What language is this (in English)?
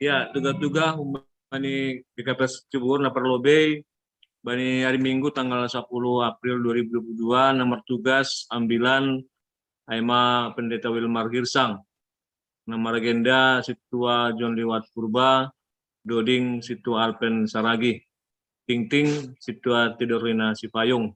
Batak Simalungun